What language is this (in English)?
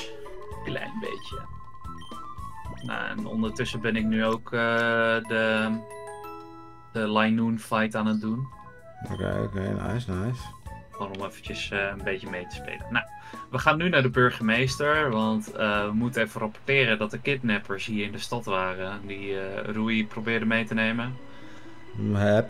Dutch